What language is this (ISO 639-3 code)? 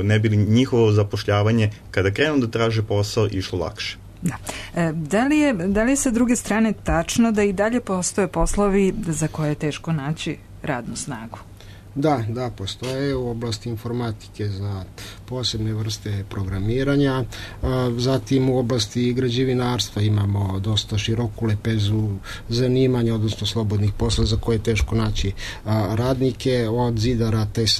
srp